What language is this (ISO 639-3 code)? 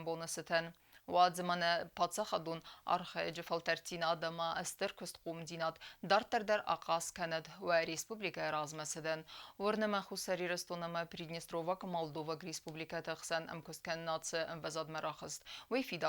oss